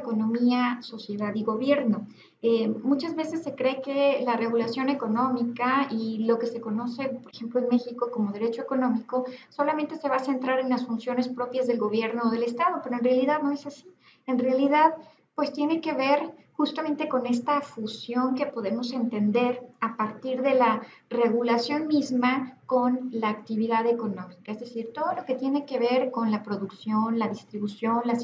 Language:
Spanish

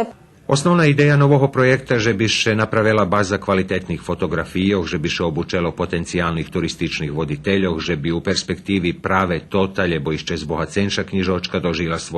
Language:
Rusyn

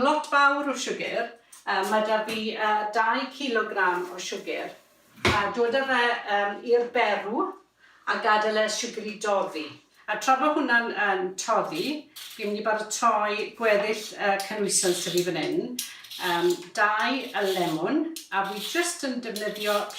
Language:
Welsh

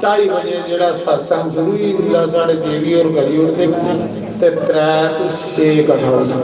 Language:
Dogri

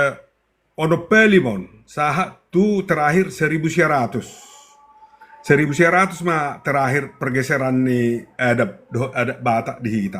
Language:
Batak Toba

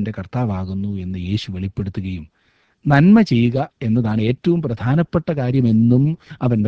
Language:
Malayalam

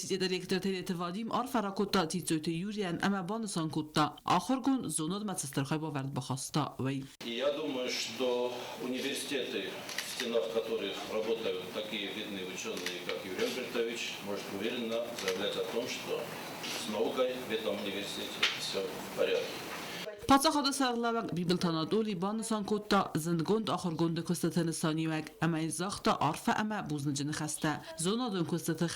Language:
Ossetic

